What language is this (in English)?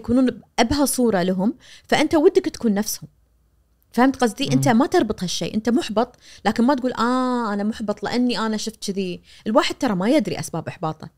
Najdi Arabic